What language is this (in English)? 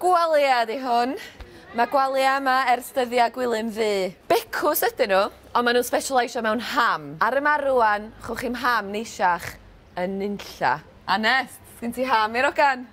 Welsh